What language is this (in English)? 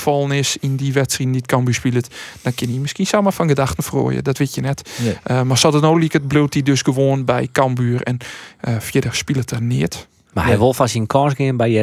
Western Frisian